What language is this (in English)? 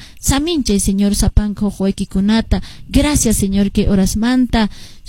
Quechua